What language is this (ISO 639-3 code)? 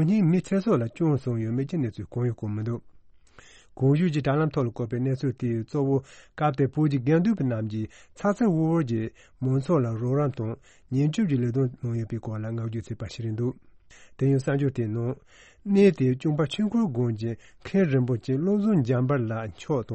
bod